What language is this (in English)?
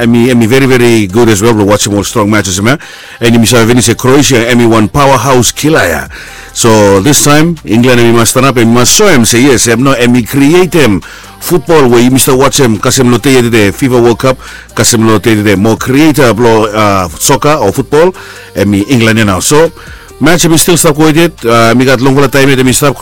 Bislama